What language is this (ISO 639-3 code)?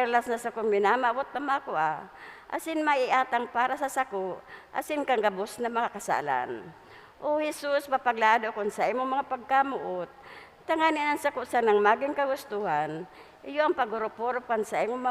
bik